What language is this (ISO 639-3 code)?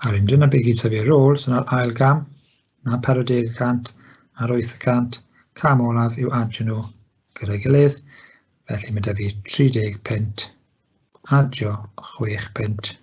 cym